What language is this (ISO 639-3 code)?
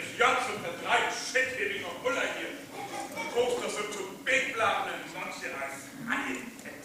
frr